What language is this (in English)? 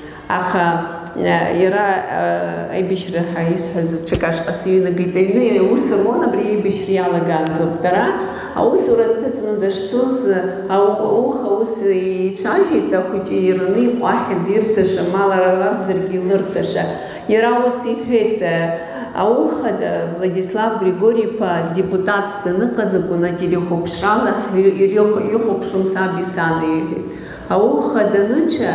Abkhazian